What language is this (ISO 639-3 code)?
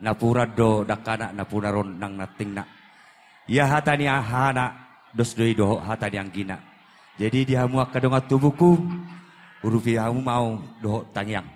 bbc